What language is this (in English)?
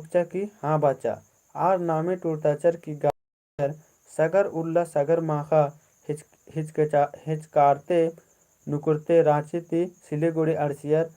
Kurukh